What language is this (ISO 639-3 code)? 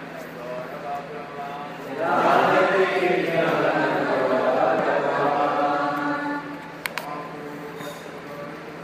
hin